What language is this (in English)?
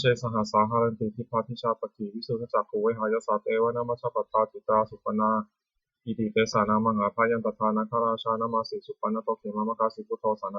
Pali